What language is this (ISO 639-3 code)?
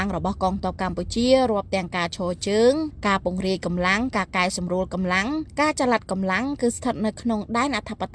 khm